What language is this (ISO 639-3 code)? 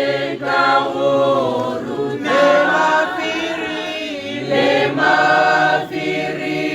tsn